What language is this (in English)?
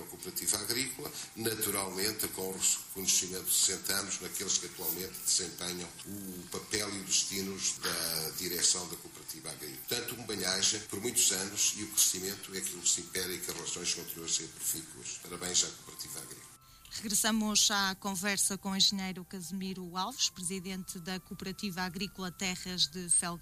Portuguese